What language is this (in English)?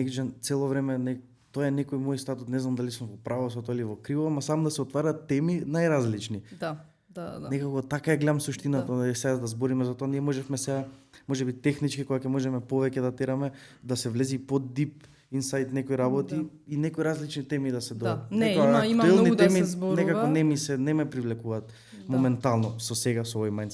Macedonian